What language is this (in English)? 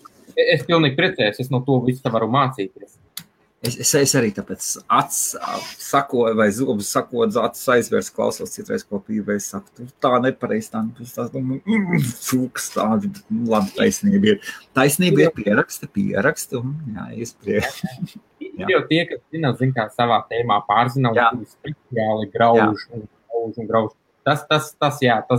Latvian